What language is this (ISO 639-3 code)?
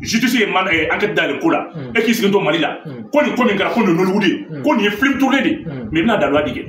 bam